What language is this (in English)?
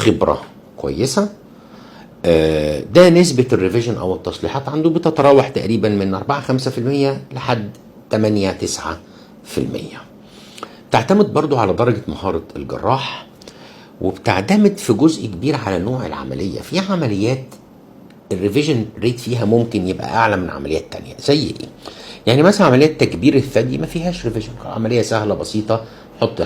Egyptian Arabic